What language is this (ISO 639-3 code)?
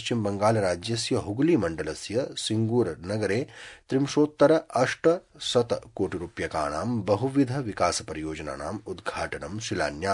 san